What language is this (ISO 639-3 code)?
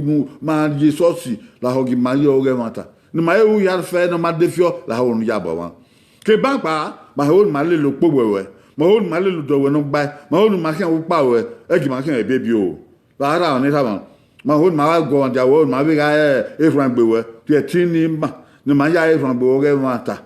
bin